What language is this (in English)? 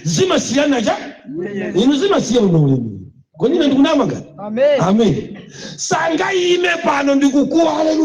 Nyanja